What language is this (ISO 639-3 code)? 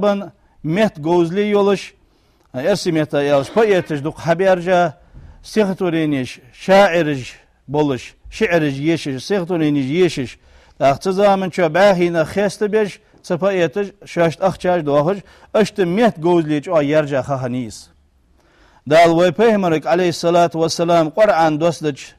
inh